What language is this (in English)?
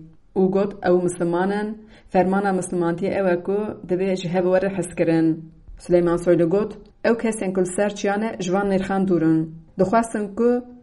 Kurdish